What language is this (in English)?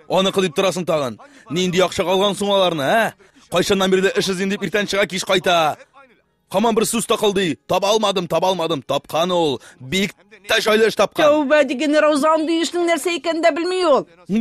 Tatar